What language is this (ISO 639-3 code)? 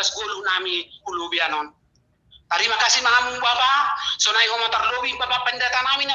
bts